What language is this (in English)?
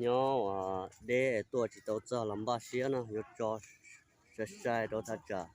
Hmong